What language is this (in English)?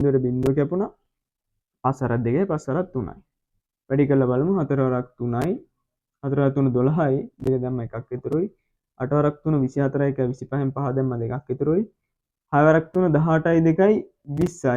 Sinhala